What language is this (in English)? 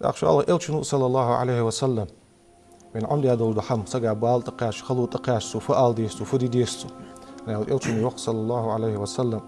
Ingush